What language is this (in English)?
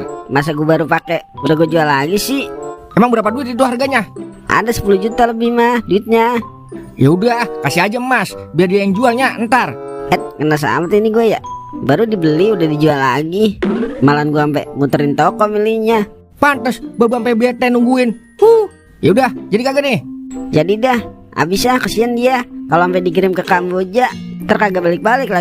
Betawi